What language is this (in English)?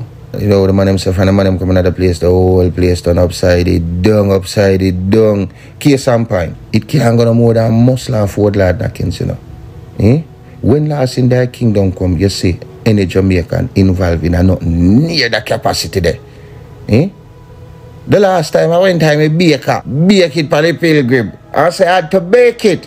Jamaican Creole English